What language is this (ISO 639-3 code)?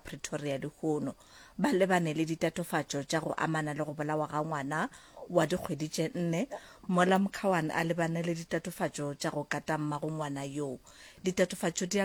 nso